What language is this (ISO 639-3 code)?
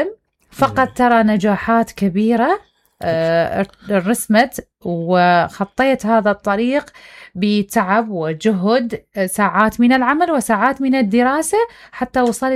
acm